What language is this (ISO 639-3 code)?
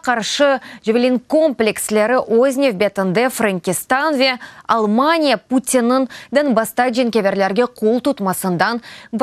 crh